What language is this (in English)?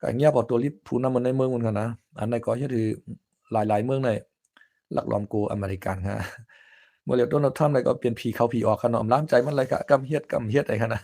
Shan